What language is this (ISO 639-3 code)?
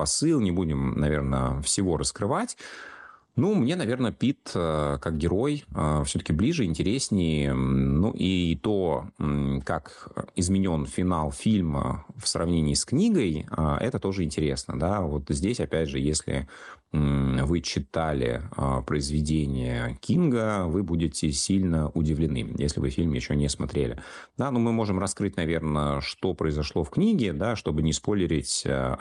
rus